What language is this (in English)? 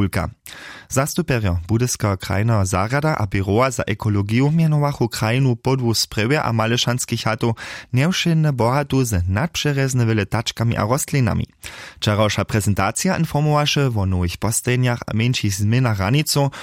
Upper Sorbian